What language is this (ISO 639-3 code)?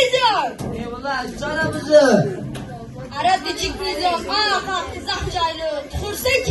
zza